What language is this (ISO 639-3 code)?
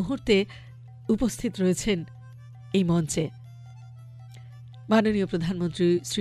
ben